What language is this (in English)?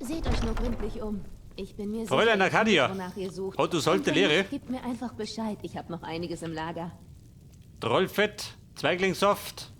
Bavarian